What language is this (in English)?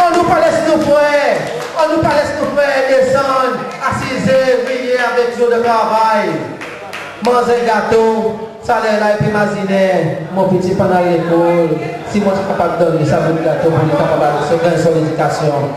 Seselwa Creole French